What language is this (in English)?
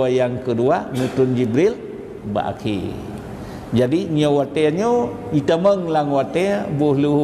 Achinese